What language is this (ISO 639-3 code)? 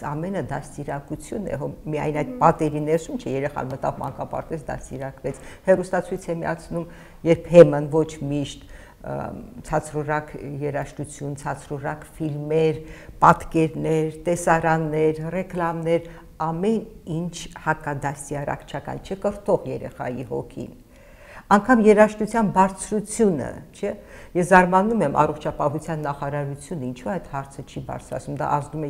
hye